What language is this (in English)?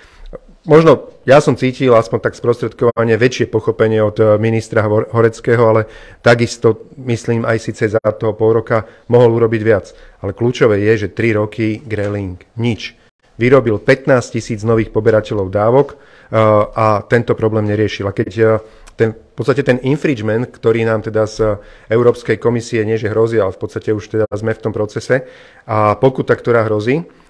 Slovak